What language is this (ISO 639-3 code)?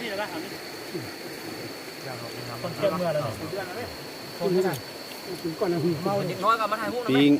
lao